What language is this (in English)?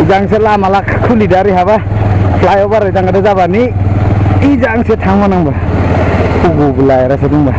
Dimasa